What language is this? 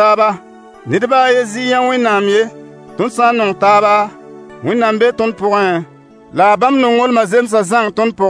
Mossi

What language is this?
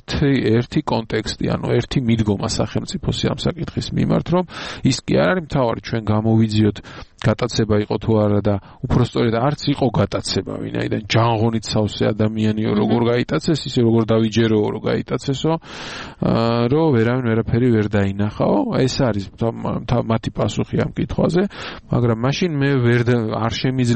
Georgian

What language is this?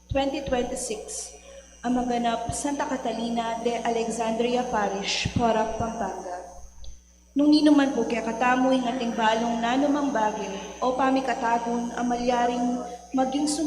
Pampanga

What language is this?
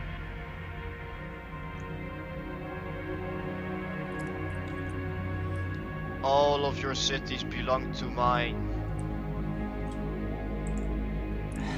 Dutch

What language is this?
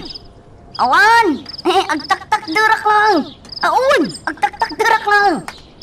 Iloko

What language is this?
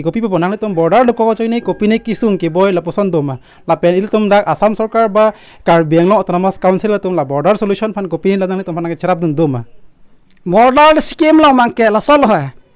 Karbi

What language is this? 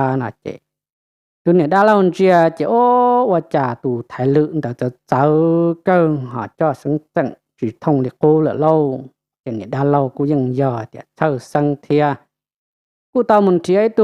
Hmong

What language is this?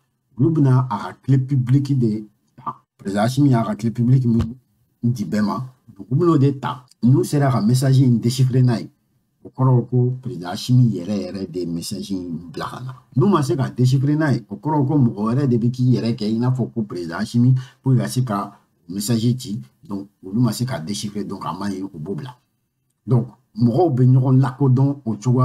Bambara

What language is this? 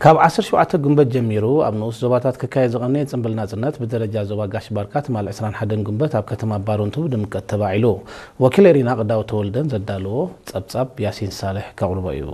Tigrinya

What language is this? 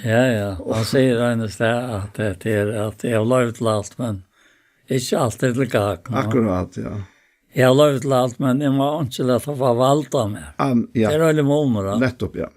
Faroese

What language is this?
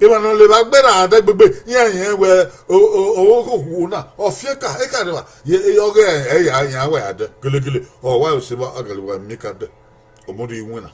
Bini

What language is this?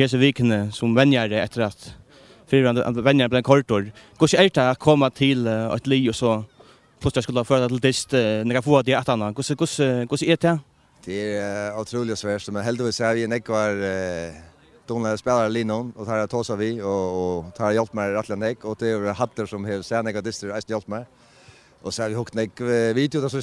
Faroese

